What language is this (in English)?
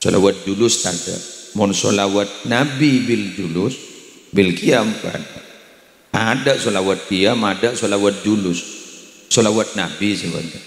Madurese